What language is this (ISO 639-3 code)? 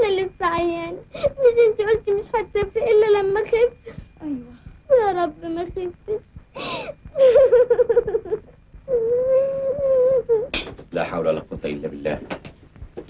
arz